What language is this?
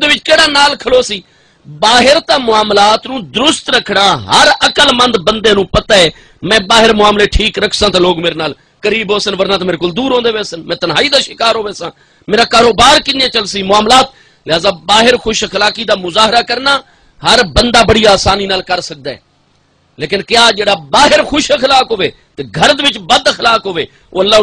Saraiki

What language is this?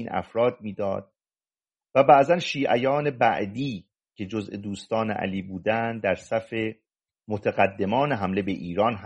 Persian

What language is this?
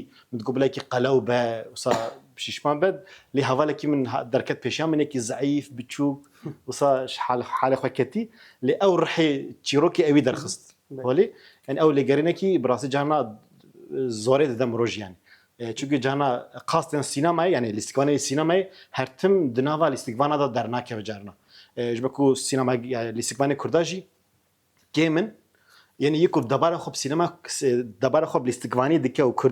Kurdish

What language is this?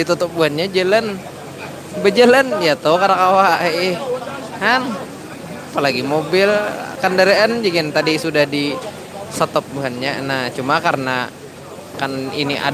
Banjar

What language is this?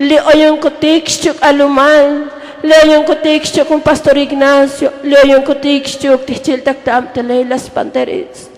Tzotzil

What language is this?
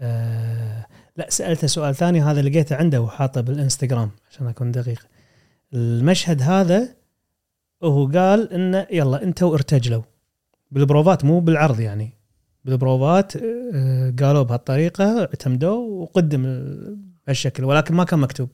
Gulf Arabic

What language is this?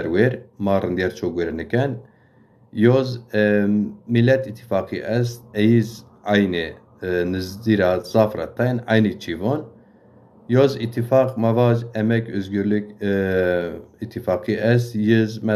Zaza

